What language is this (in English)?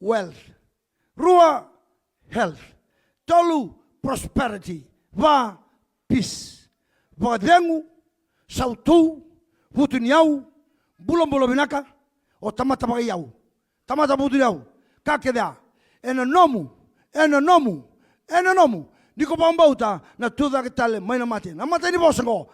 Fijian